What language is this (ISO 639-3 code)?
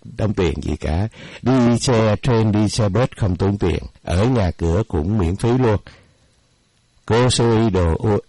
vie